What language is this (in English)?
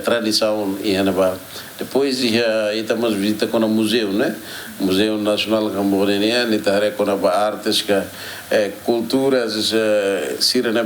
Tetum